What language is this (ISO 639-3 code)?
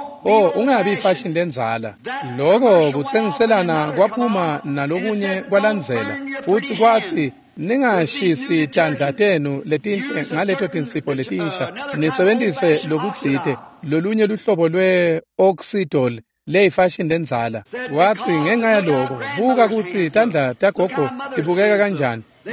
ssw